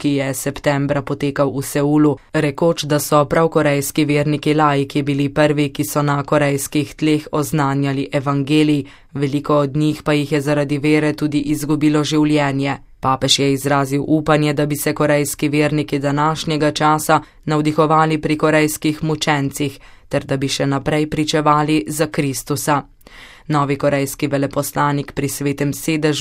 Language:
Slovenian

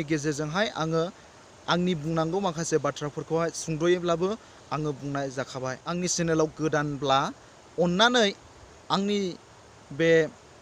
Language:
Bodo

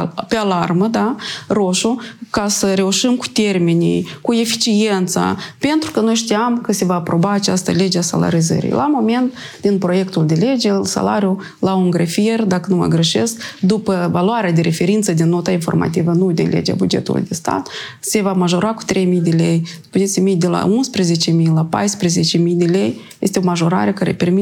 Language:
Romanian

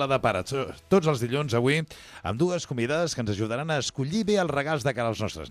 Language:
Catalan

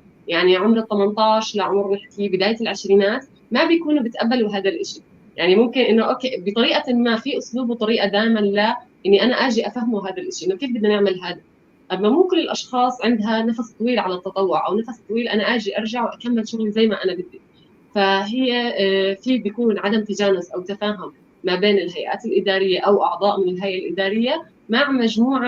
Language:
North Levantine Arabic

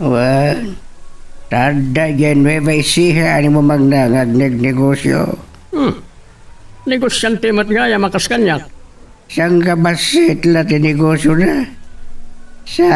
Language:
Iloko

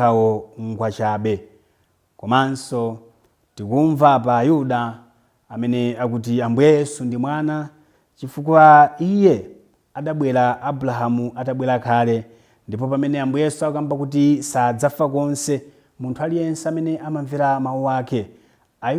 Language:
Nyanja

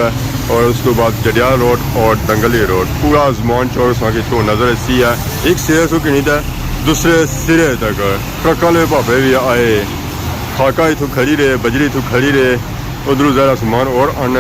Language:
Pahari-Potwari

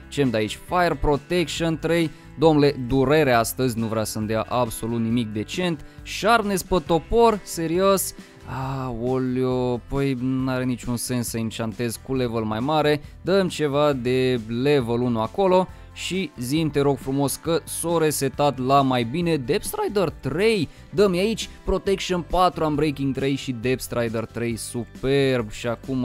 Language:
Romanian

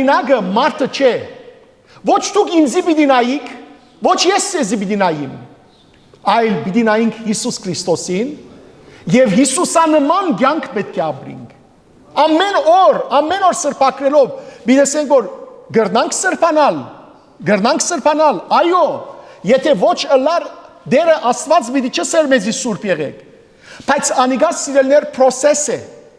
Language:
Western Armenian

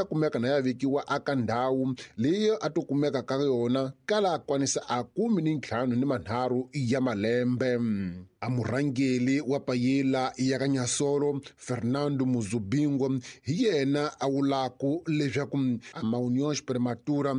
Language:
Tsonga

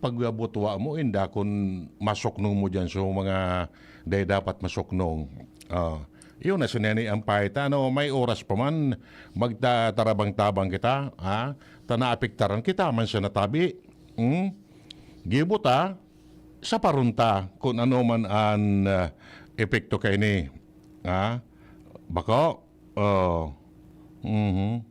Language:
Bikol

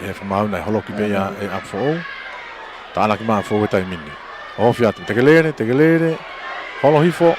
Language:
Tongan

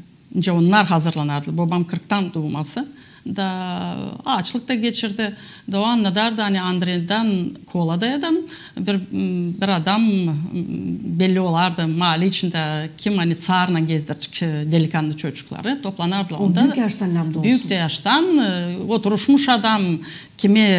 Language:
Gagauz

